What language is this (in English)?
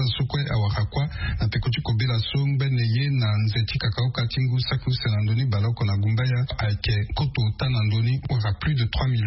Sango